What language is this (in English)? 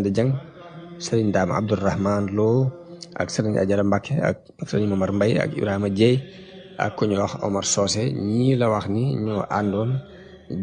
Wolof